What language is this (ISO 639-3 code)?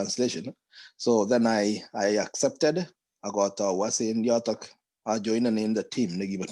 kln